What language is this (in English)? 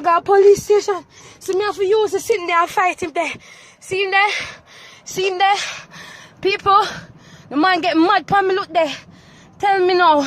Jamaican Creole English